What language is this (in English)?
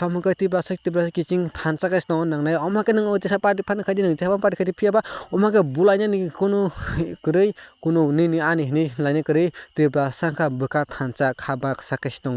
Kok Borok